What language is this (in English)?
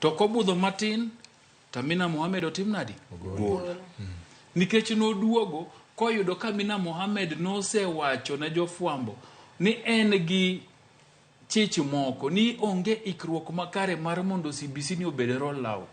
Luo (Kenya and Tanzania)